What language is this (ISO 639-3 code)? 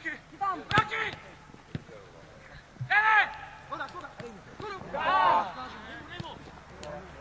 ces